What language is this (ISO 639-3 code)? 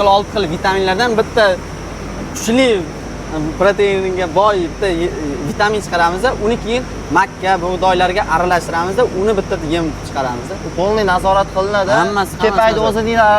uzb